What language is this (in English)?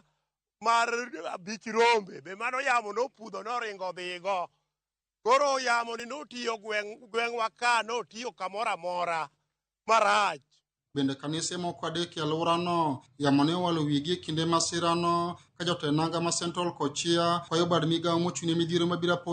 Luo (Kenya and Tanzania)